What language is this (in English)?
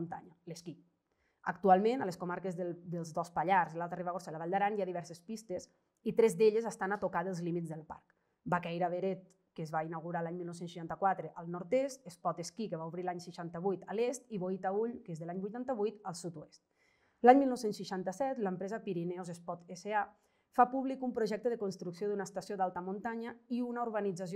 Catalan